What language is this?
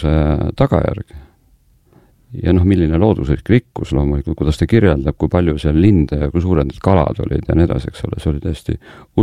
Estonian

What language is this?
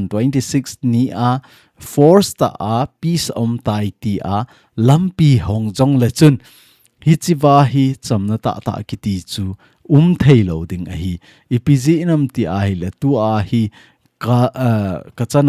Thado Chin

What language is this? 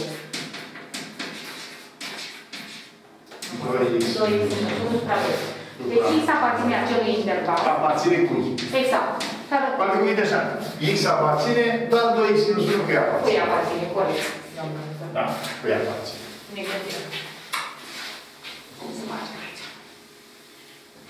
Romanian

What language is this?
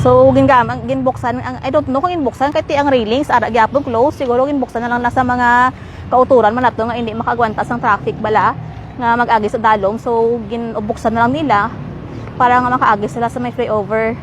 Hiligaynon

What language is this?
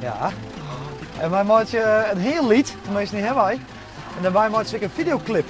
Western Frisian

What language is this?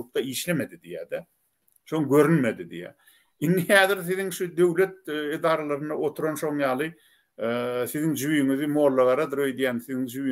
Turkmen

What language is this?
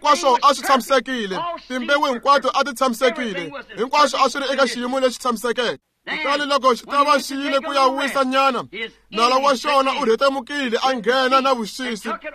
Tsonga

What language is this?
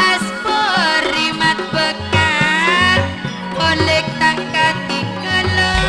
Madurese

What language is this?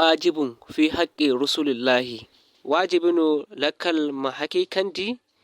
Zarma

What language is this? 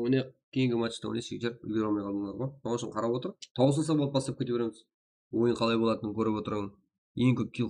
Kara-Kalpak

